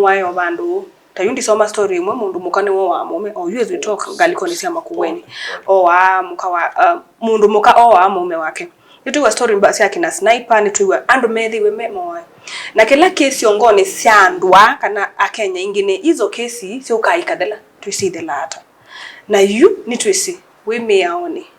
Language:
Kamba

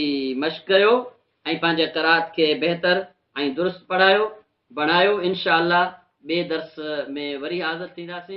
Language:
Sindhi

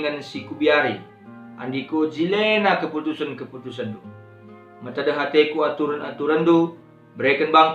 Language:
Batak Karo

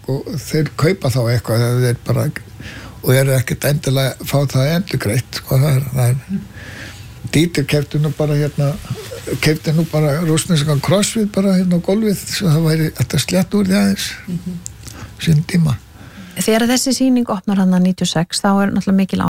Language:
Icelandic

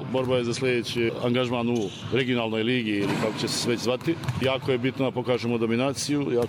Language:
Serbian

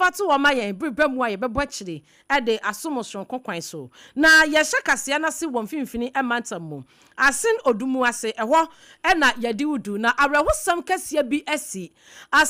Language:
Akan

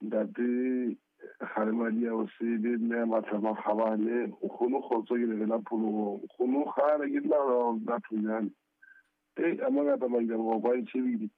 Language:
Southern Sotho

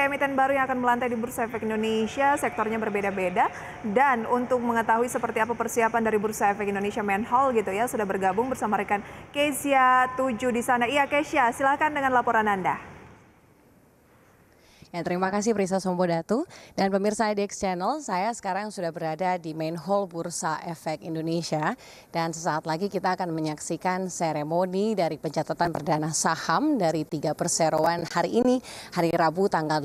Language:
Indonesian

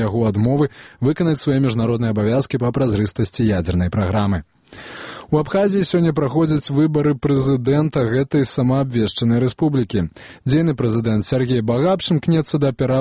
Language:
Belarusian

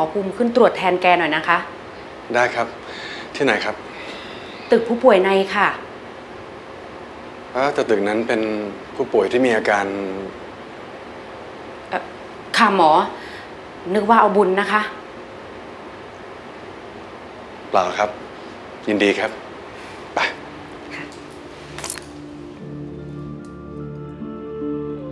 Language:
Thai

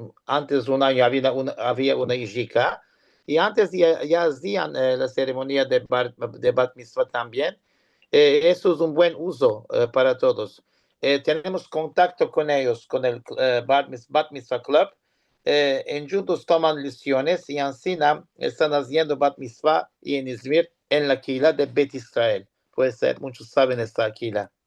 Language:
Ladino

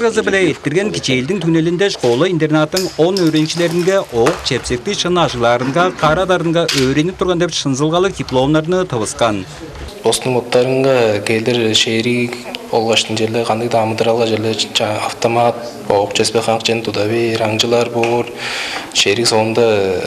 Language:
Tuvinian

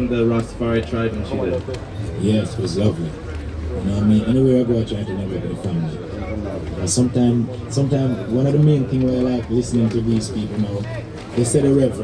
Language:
English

